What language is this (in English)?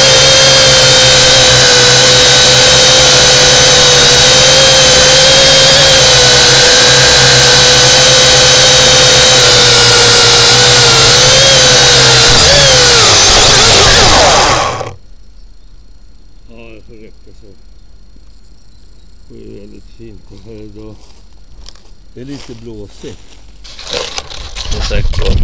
Swedish